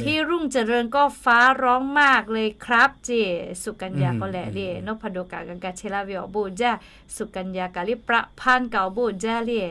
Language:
Lahu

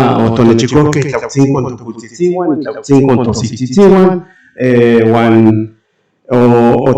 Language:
Central Nahuatl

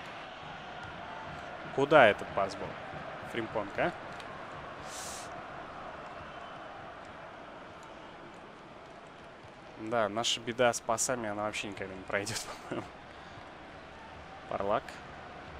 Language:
Russian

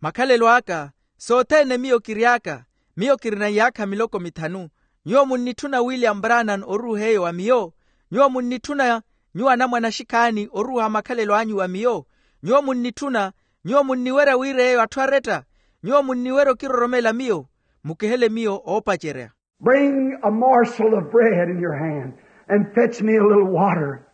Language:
Makhuwa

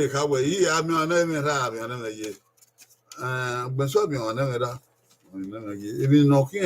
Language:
Bini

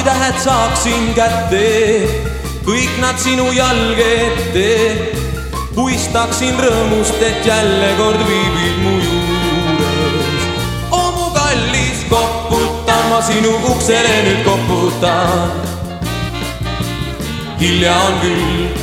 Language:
Estonian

